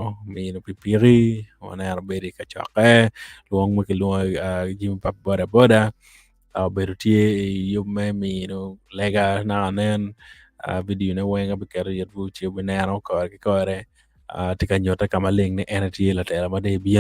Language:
Acoli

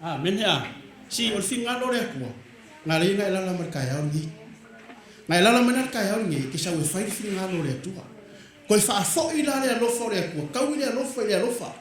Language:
Samoan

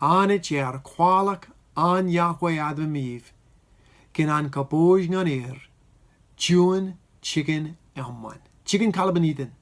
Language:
Marshallese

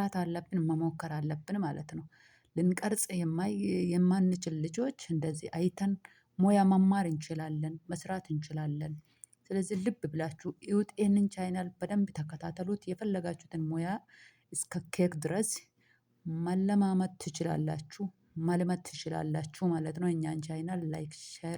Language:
Amharic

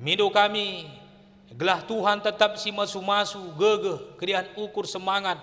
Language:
Batak Karo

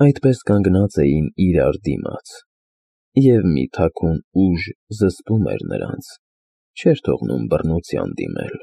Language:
Armenian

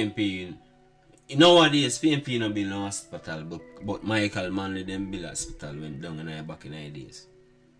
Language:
Jamaican Creole English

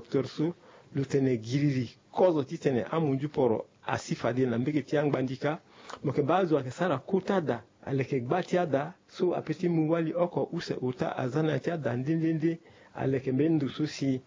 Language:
Sango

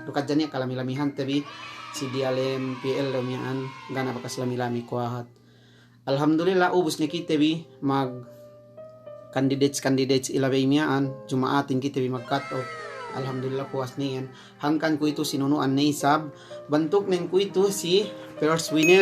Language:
Yakan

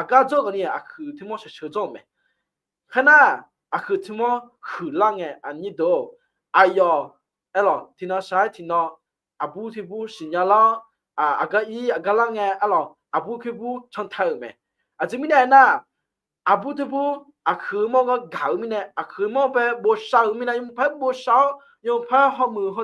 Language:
Akha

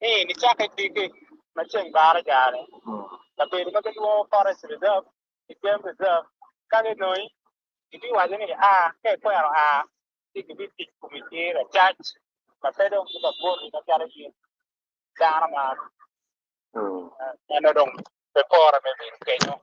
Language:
Acoli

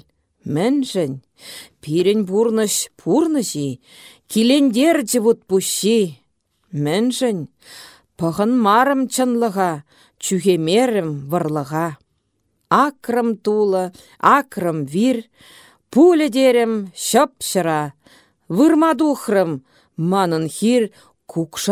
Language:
Chuvash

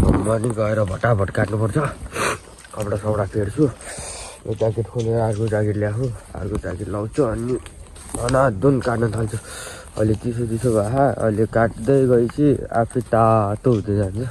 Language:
Nepali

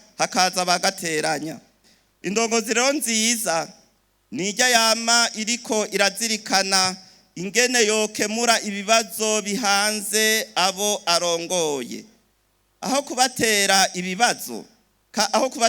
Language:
Rundi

